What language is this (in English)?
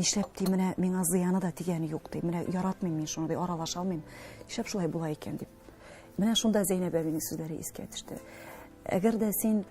Tatar